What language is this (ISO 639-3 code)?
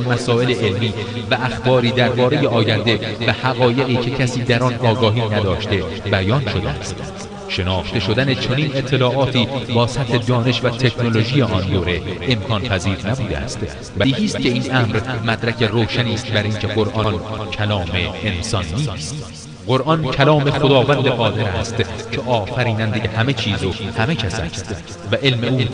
fas